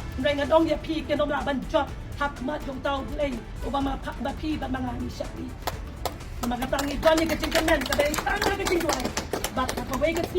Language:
Khasi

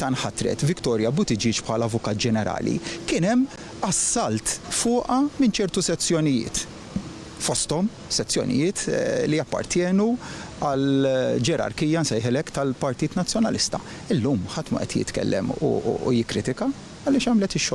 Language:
Maltese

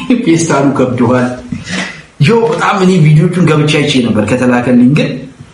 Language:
Amharic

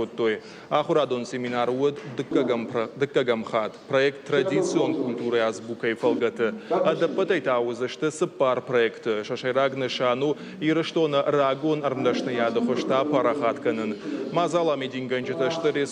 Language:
Ossetic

